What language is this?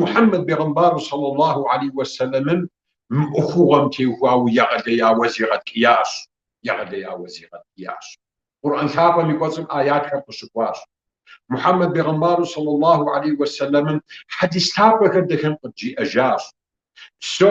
Kabardian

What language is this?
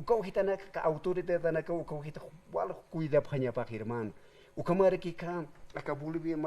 Aymara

